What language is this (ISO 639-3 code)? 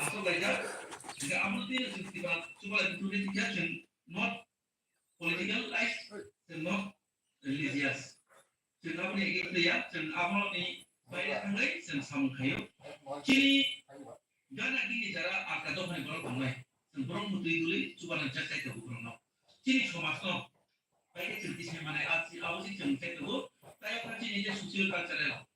trp